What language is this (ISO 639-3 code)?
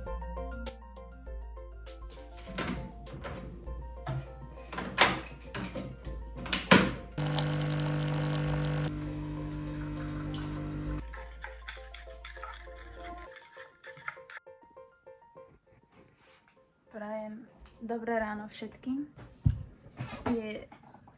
slk